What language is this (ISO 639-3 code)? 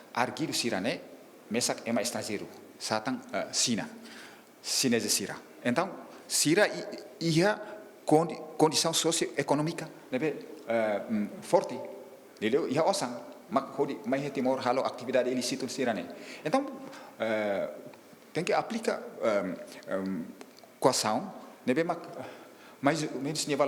tet